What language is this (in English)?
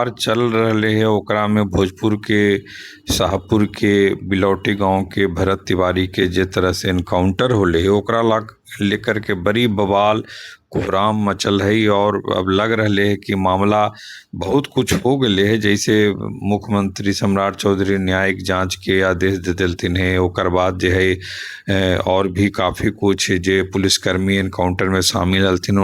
Magahi